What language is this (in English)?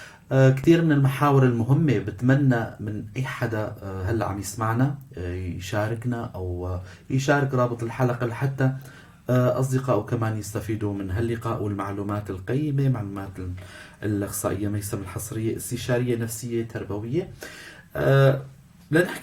North Levantine Arabic